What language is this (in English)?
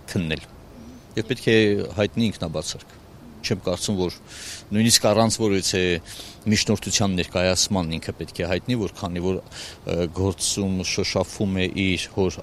Armenian